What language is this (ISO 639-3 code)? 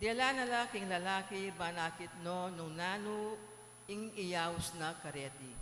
pam